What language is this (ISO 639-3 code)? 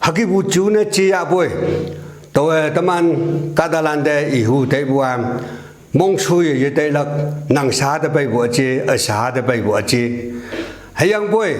nbe